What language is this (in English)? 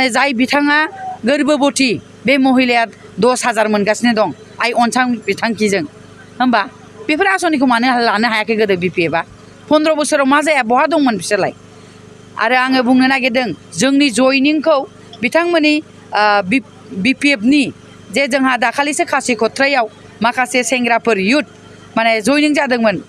Bodo